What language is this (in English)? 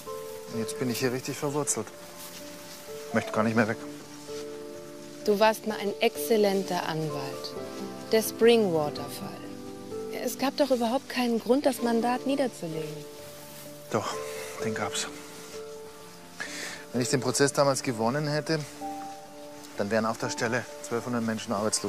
German